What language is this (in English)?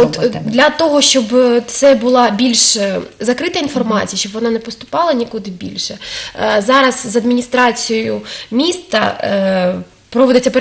Ukrainian